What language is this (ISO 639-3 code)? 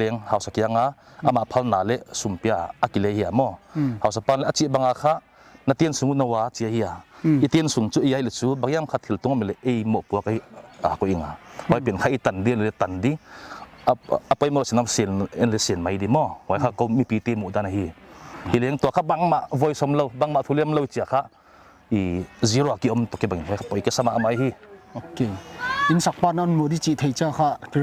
pck